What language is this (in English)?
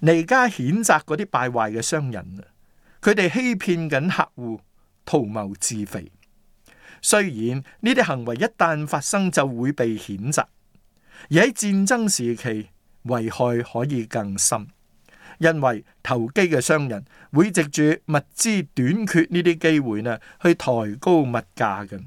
Cantonese